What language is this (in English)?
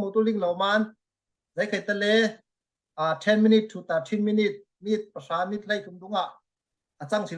Falam Chin